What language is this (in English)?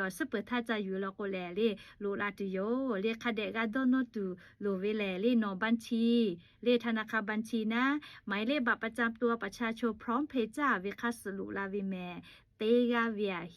Lahu